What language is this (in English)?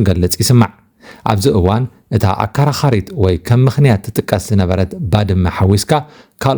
Tigrinya